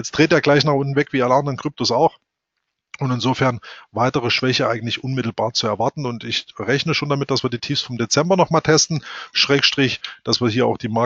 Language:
German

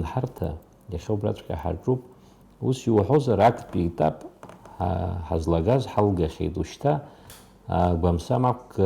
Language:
Abkhazian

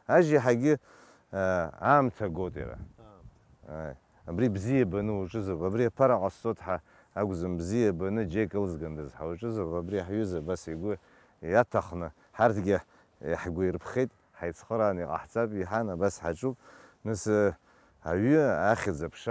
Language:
Abkhazian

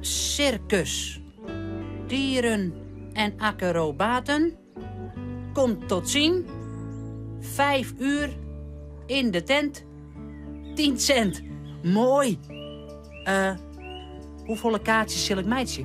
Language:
Western Frisian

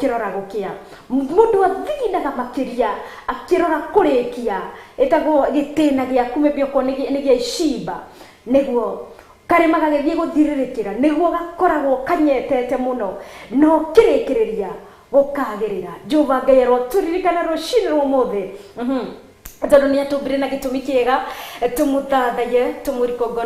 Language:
Kikuyu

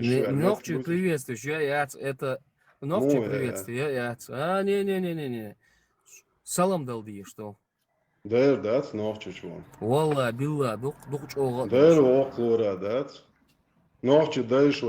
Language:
Chechen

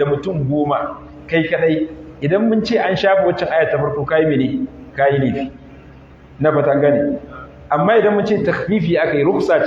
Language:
Hausa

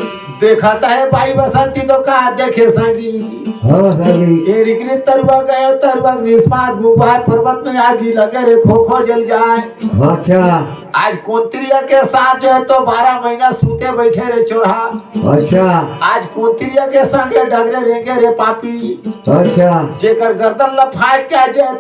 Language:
Chhattisgarhi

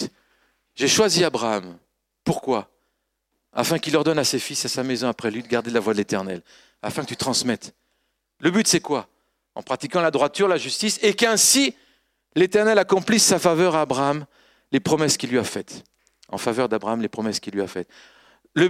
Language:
French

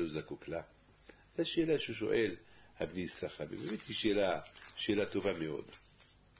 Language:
Hebrew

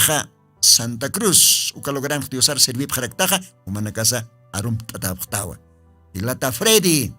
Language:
Aymara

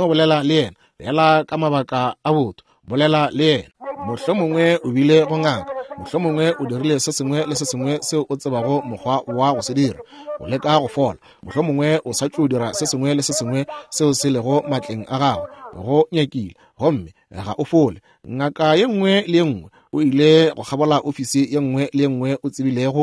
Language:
Northern Sotho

